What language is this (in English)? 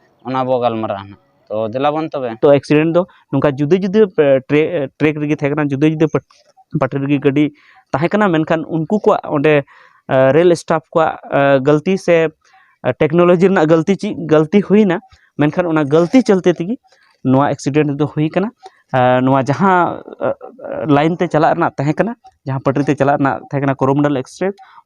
Santali